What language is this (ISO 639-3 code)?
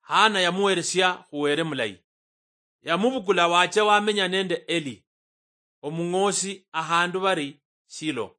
luy